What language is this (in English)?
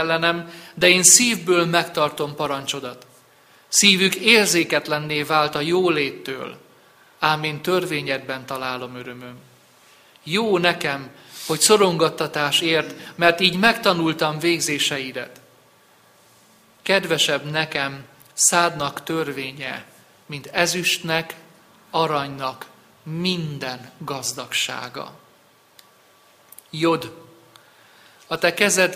Hungarian